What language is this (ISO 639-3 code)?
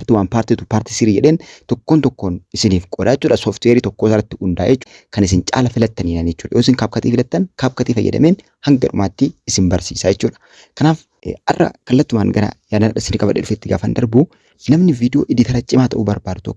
orm